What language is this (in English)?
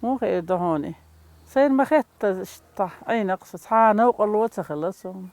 Chechen